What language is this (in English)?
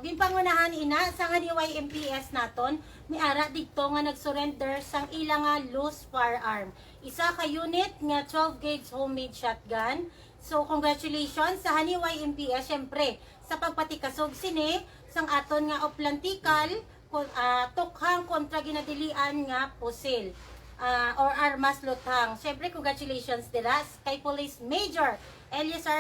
Hiligaynon